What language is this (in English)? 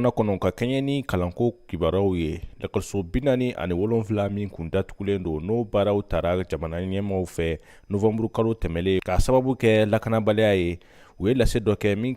Bambara